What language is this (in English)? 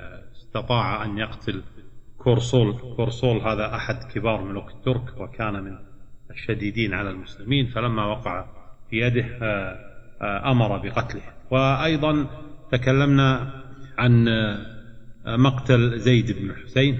Arabic